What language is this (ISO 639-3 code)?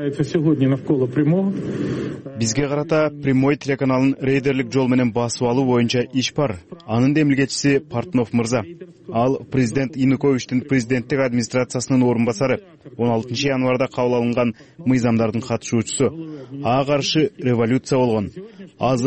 kir